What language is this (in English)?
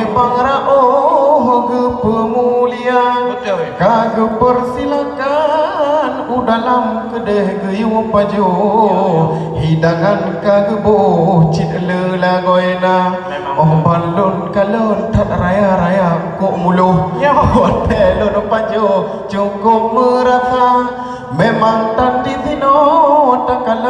Achinese